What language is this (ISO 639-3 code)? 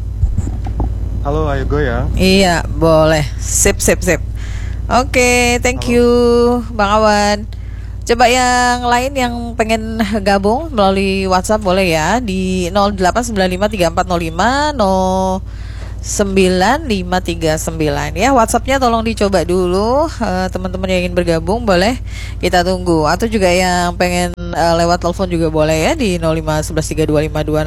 ind